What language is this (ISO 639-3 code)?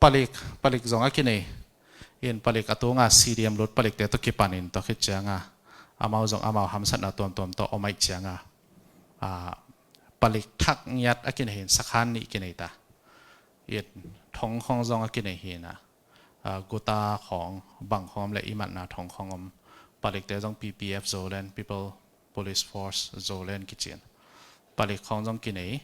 ctd